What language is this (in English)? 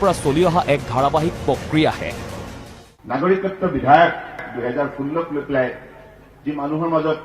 Assamese